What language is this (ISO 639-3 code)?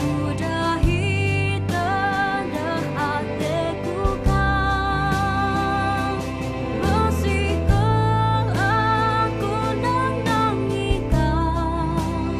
btx